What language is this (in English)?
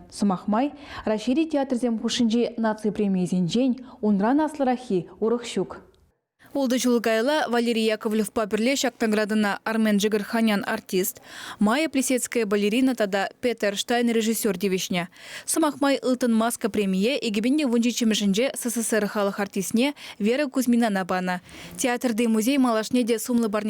Chuvash